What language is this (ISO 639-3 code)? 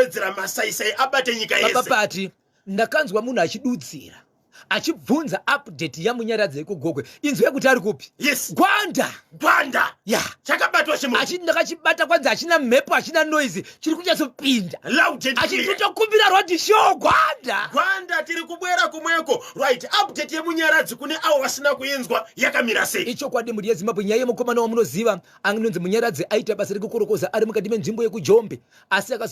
sna